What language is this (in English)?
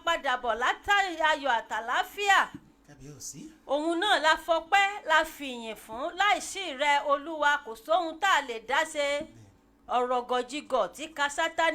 Yoruba